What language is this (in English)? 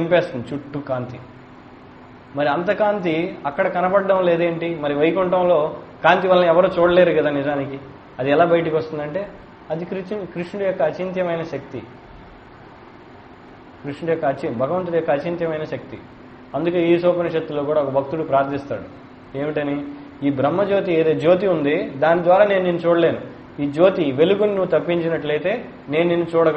Telugu